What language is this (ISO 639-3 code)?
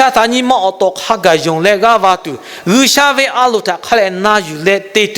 lhu